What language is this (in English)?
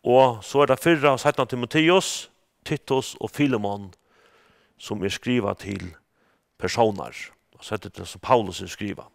Faroese